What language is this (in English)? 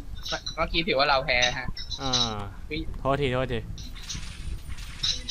Thai